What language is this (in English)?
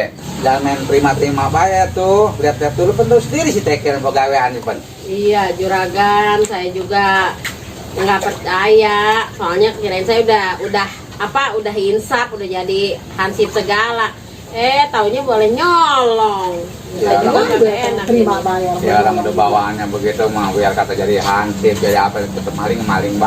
Betawi